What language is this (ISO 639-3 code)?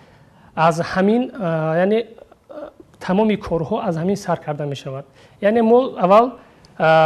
tgk